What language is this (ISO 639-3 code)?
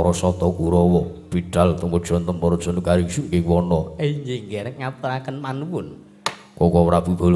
jav